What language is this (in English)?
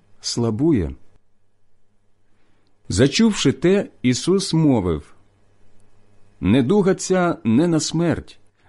Ukrainian